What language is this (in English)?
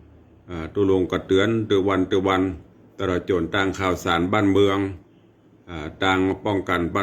Northern Thai